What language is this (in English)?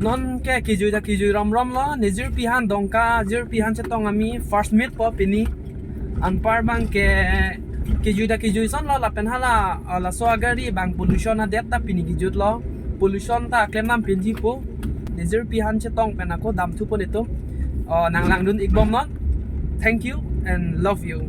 Karbi